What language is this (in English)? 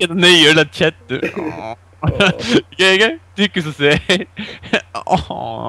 Faroese